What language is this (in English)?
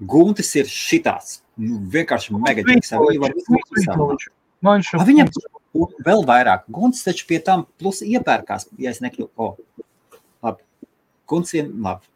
Latvian